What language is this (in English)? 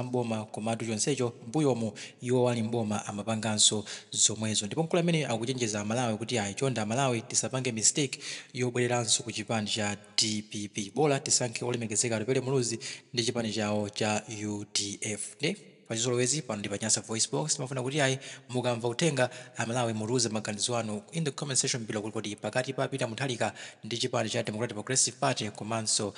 Nyanja